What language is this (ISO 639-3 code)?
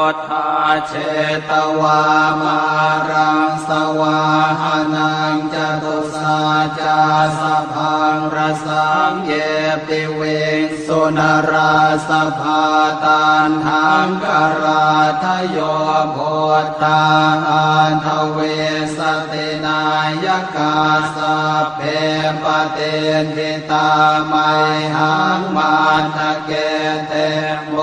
pli